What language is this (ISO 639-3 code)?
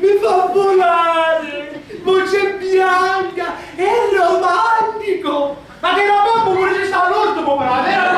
scn